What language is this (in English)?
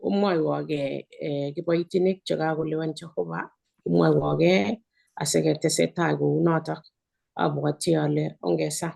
Kalenjin